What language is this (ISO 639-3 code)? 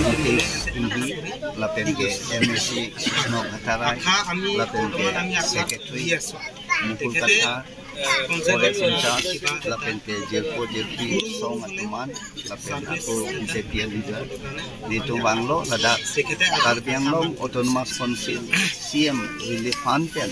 mjw